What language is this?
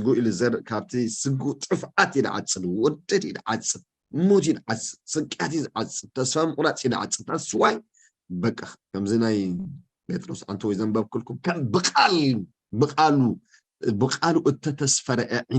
Tigrinya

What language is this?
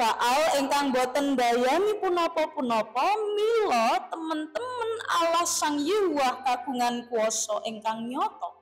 Javanese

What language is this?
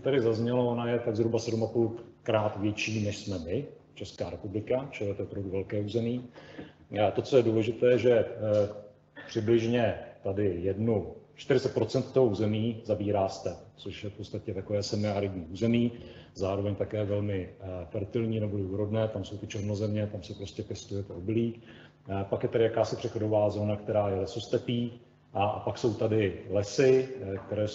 Czech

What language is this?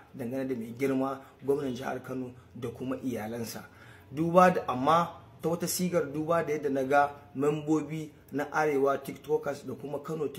Hausa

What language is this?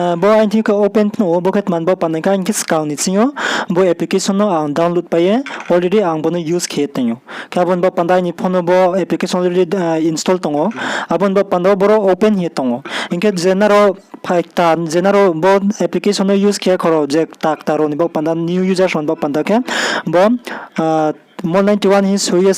Riang (India)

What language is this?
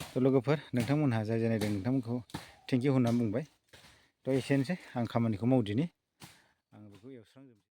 Bodo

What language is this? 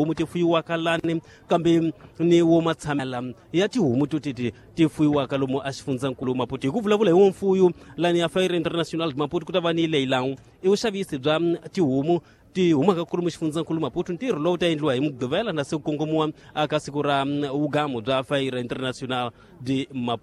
Tsonga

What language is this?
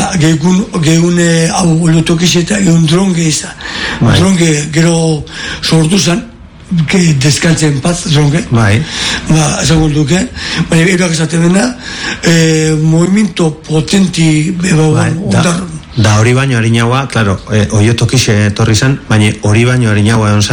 Basque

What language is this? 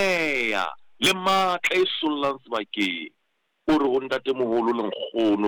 Southern Sotho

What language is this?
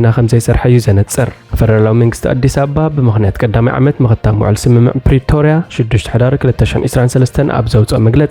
Tigrinya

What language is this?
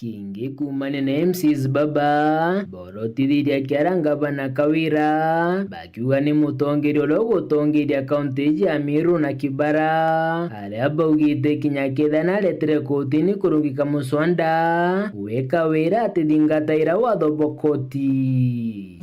Meru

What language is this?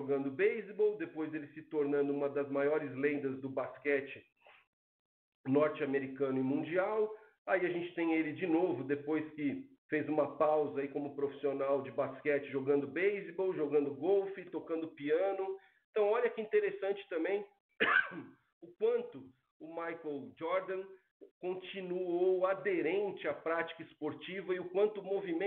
Portuguese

